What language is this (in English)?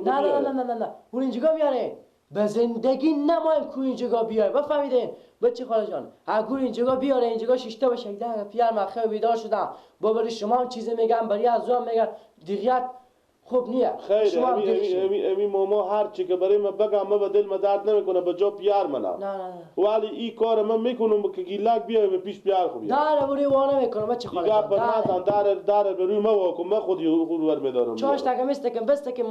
Persian